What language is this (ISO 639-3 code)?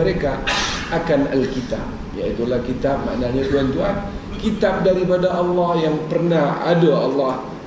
msa